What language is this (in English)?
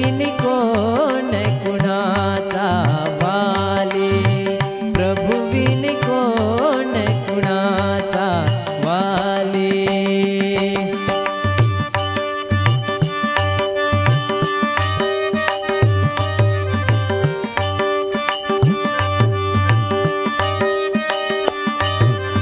Marathi